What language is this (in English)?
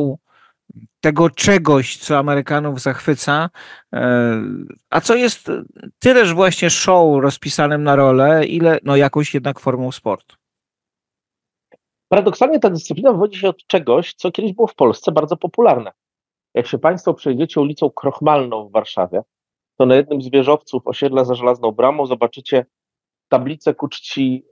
Polish